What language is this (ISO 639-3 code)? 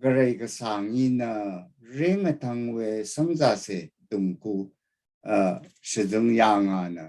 raw